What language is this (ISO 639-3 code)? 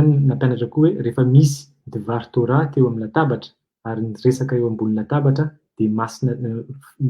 mlg